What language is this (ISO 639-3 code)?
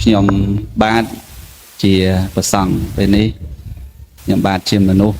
khm